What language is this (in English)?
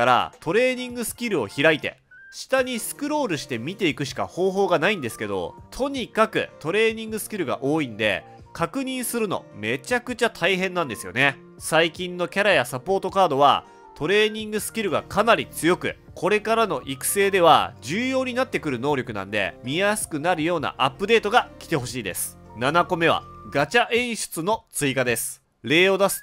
Japanese